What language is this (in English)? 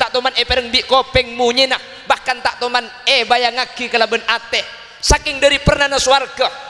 Madurese